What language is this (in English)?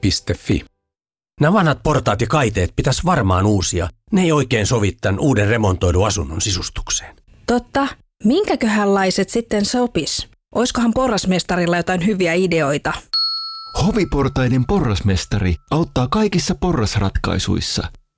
Finnish